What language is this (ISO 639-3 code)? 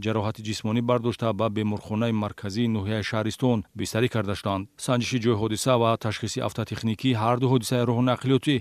tgk